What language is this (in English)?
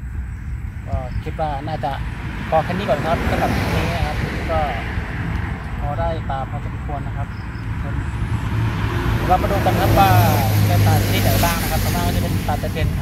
Thai